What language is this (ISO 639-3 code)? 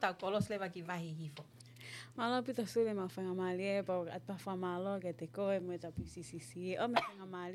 ton